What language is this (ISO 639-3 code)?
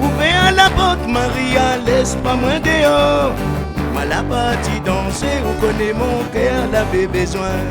rcf